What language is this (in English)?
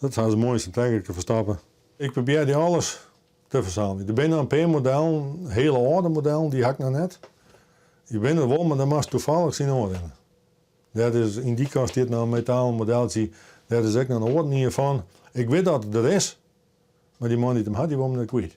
Western Frisian